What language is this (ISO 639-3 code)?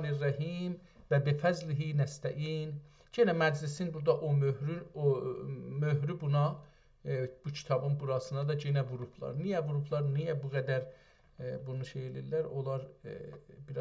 azb